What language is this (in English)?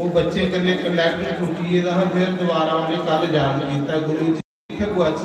Dogri